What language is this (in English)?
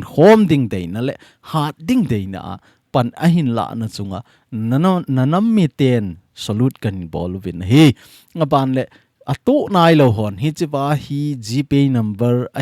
Thado Chin